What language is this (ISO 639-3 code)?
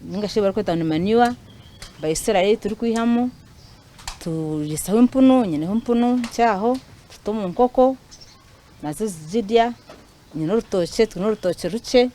nyn